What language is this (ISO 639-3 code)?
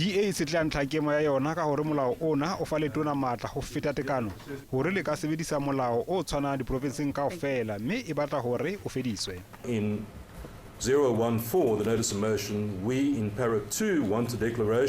sot